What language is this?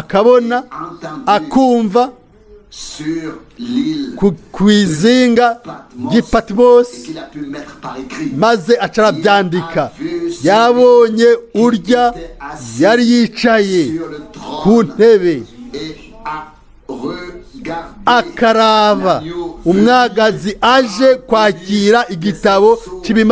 Rundi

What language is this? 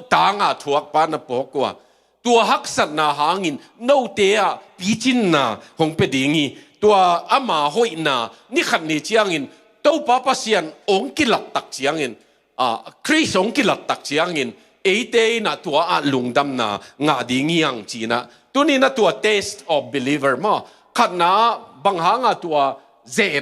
Tedim Chin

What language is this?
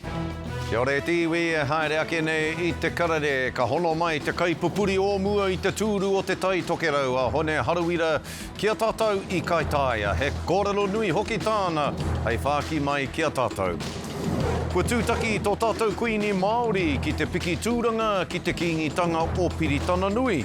Māori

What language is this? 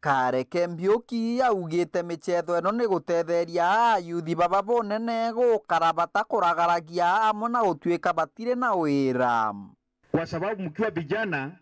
Meru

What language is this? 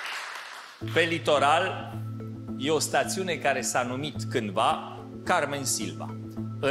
Romanian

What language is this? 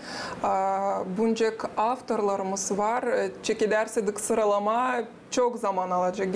Gagauz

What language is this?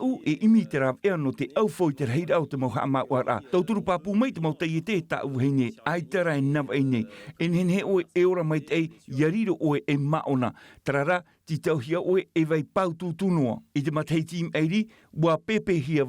Tahitian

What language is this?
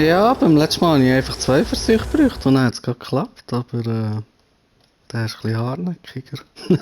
Swiss German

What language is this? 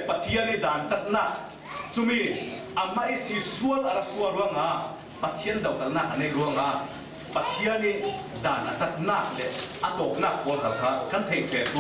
Falam Chin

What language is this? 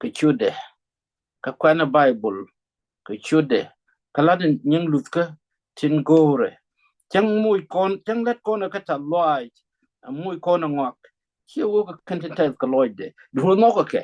Nuer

